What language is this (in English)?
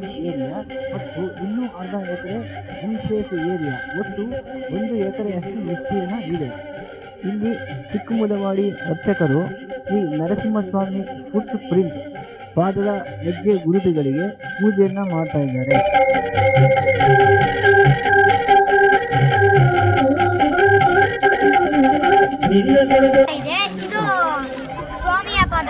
Kannada